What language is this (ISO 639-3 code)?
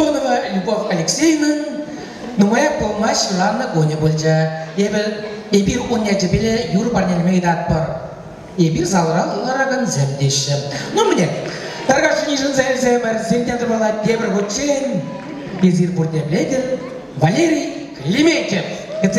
chv